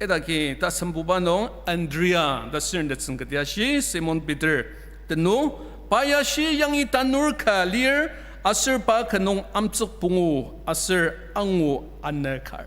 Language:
Ao Naga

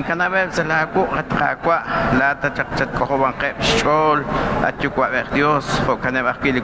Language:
Kekchí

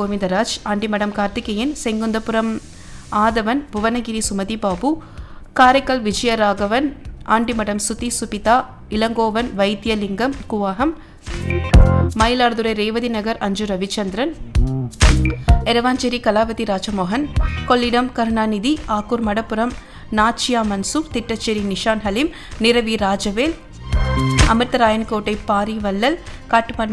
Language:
Tamil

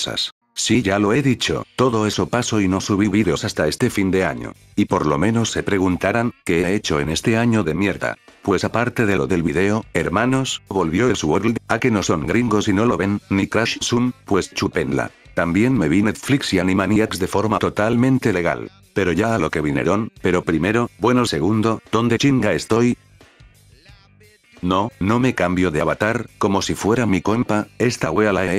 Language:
Spanish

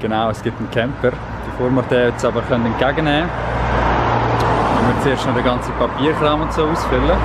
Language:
Swiss German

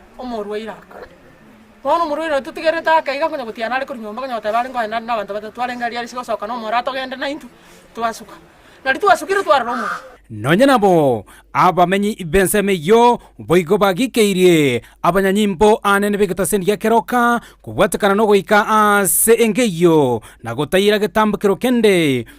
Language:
Gusii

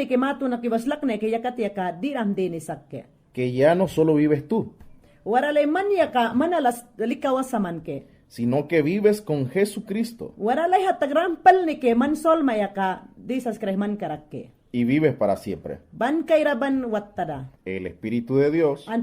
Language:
Mayangna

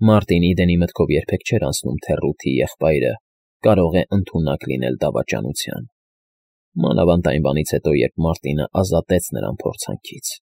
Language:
Armenian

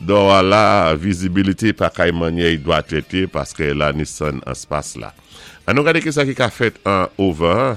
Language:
Saint Lucian Creole French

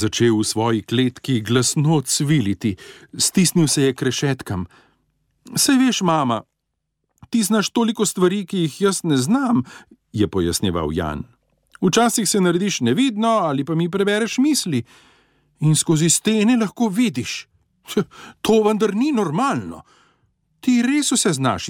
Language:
Slovenian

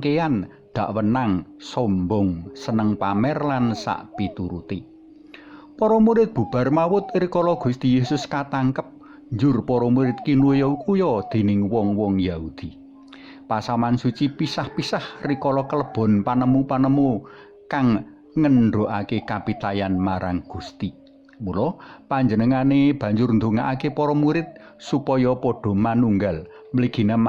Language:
Javanese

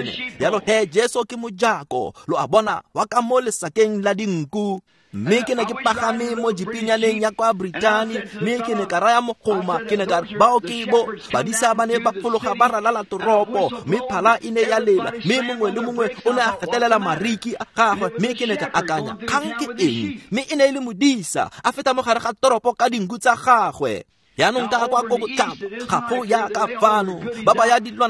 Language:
Tswana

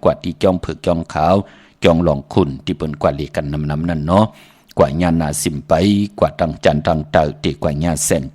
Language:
Shan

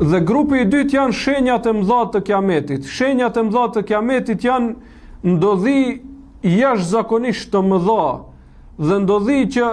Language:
Albanian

